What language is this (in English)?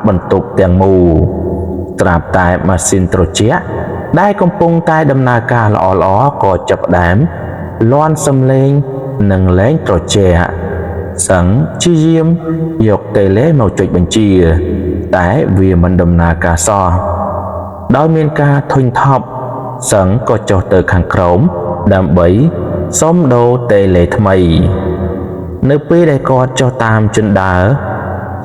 Khmer